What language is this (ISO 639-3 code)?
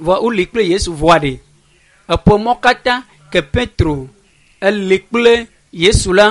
ewe